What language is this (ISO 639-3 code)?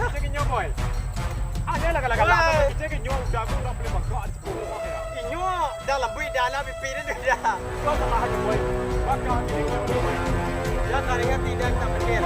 min